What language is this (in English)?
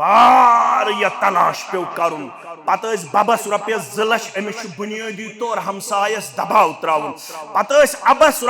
Kashmiri